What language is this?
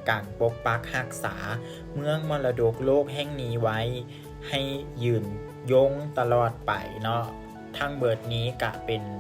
Lao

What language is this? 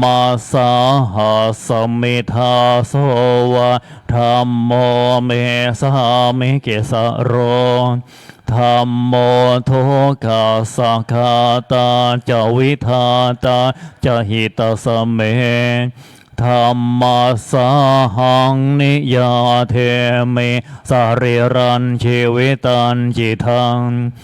Pali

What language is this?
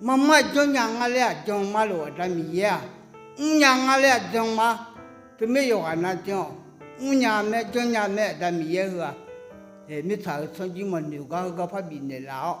Akha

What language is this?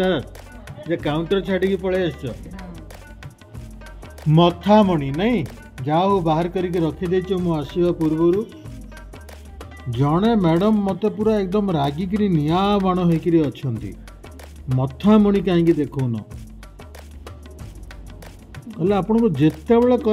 Odia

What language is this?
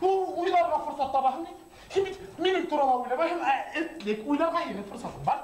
Bashkir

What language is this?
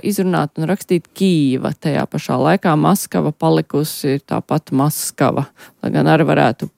Latvian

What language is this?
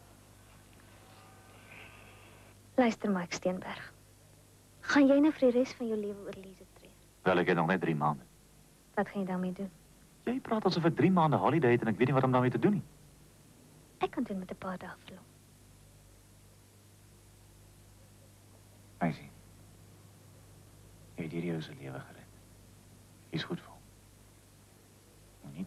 Afrikaans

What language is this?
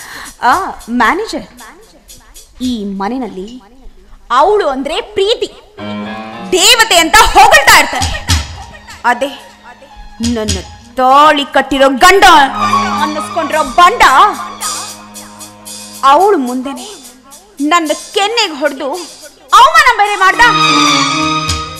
Kannada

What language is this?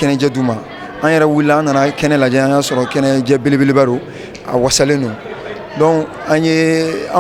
Bambara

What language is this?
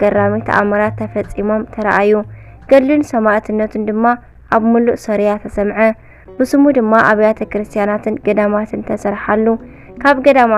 Tigrinya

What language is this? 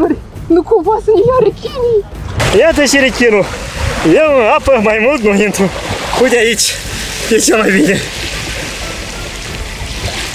Romanian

